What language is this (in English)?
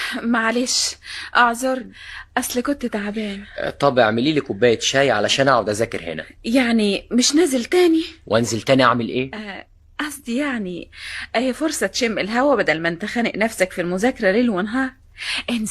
Egyptian Arabic